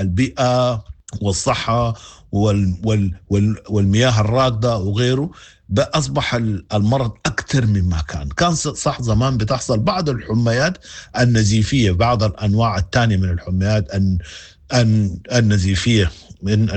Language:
Sudanese Arabic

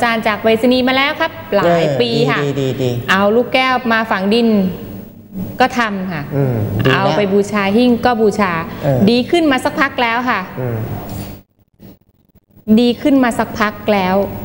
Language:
Thai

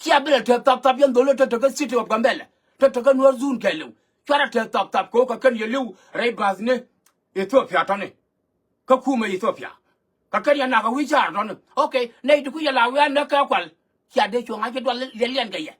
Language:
Nuer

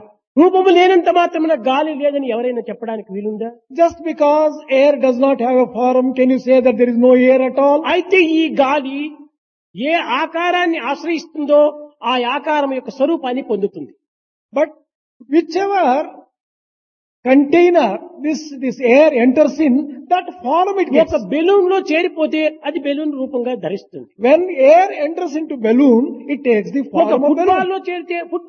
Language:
Telugu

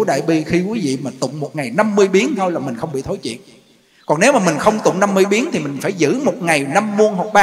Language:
Vietnamese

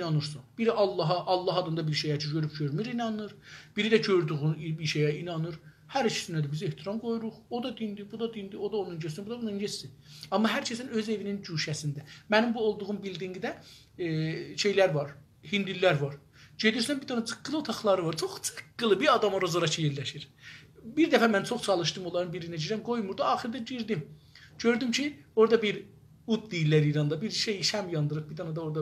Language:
South Azerbaijani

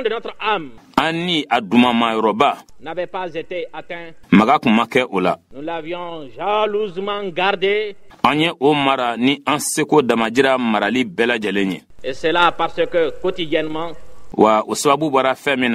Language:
Bambara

